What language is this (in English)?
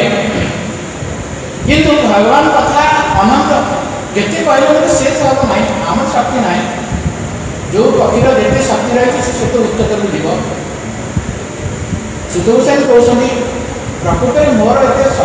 Odia